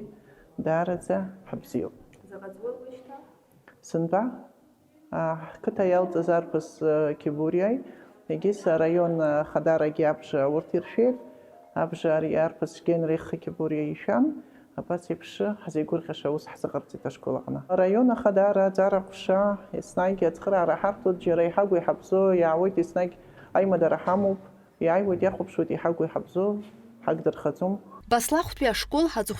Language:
Abkhazian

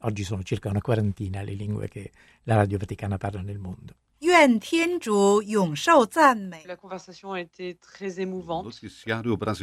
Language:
Italian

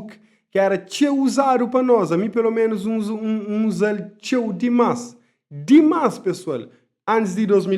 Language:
Kabuverdianu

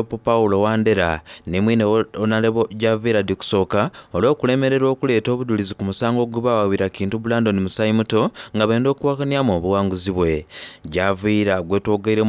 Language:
Soga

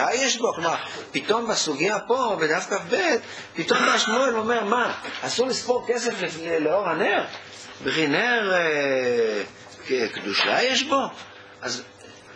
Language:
Hebrew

